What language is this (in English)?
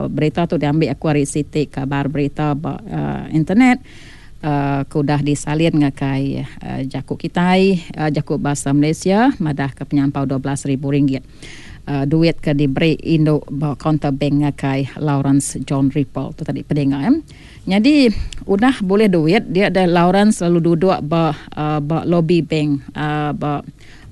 Iban